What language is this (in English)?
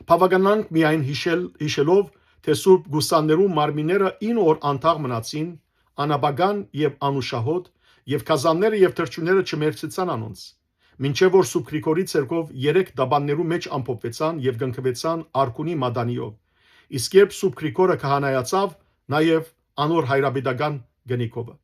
Western Armenian